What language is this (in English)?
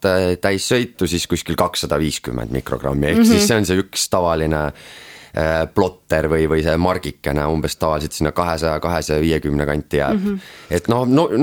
Estonian